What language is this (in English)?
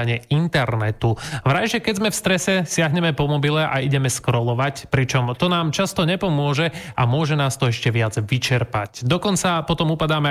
Slovak